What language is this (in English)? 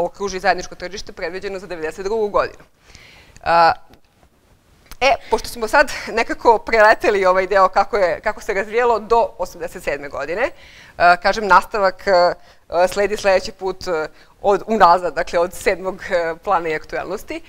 Serbian